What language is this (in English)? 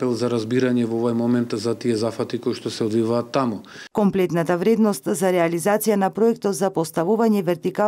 Macedonian